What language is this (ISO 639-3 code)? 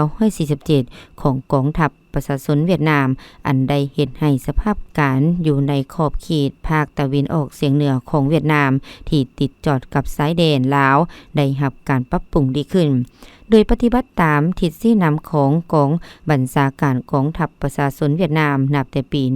lao